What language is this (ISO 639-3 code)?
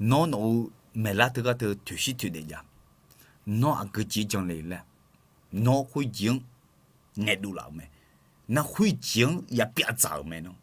ahk